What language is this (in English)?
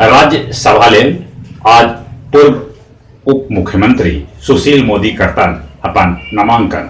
Magahi